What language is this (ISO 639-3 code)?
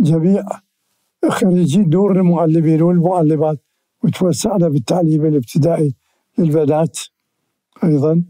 acm